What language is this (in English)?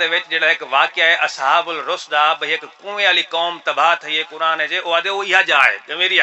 Saraiki